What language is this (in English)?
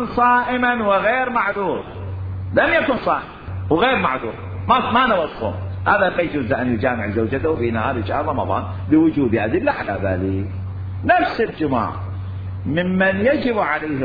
Mesopotamian Arabic